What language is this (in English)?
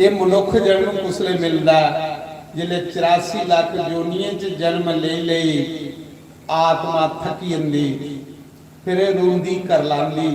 Dogri